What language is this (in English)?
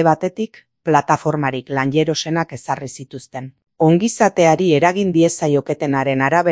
Basque